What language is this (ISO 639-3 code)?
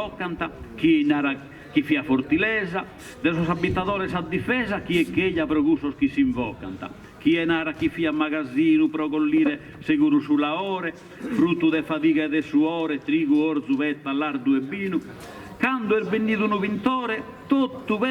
srd